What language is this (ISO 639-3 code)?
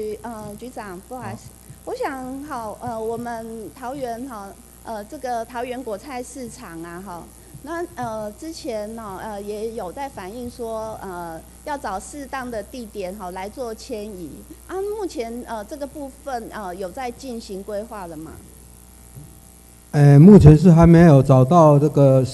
zho